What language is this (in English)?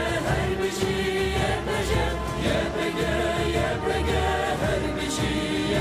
Kurdish